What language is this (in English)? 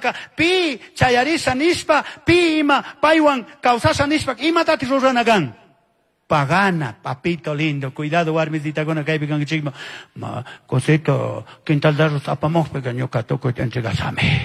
Chimborazo Highland Quichua